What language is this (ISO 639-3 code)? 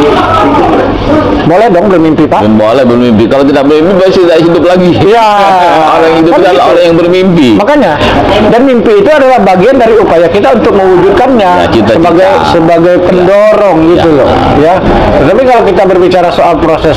ind